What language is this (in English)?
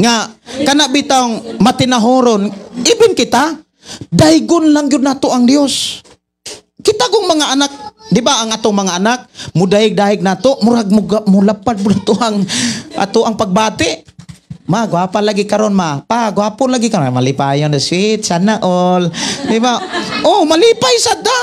Cebuano